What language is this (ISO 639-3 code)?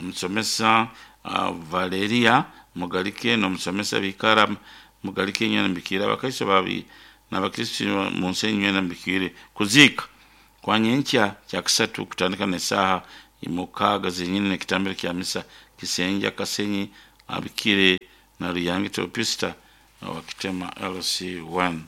nyo